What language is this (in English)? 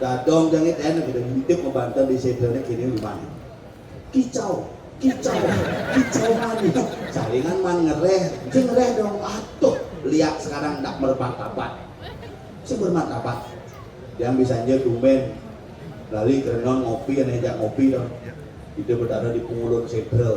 Balinese